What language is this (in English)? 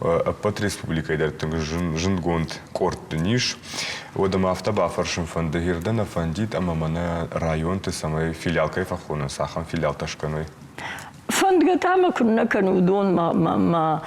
Ossetic